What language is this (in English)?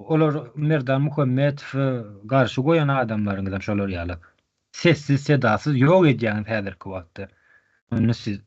Turkmen